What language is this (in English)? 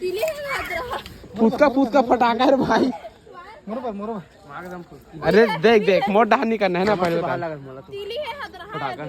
Chhattisgarhi